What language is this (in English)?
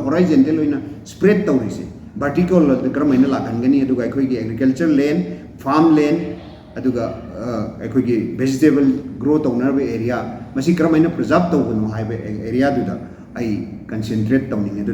Manipuri